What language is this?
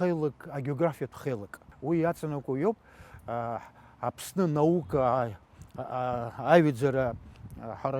Abkhazian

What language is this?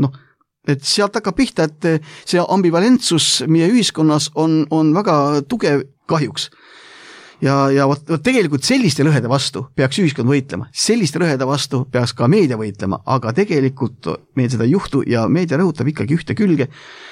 Estonian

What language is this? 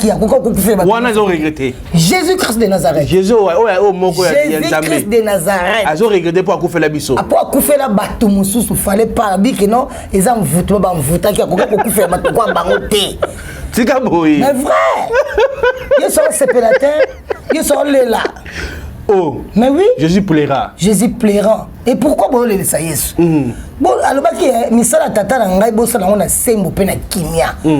Lingala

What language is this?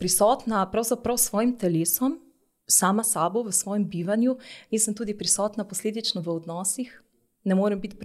Slovenian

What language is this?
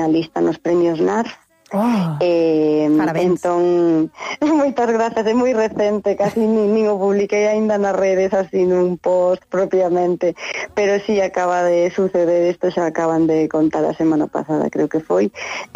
Galician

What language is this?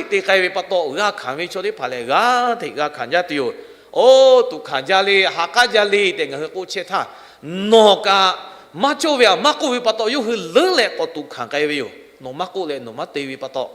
Lahu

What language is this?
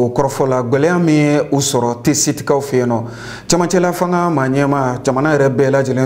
Bambara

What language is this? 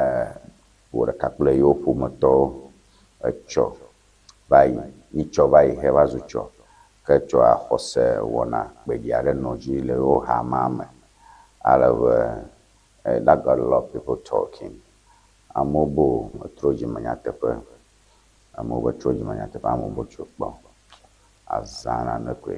Ewe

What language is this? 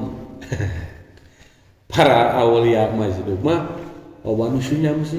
Sundanese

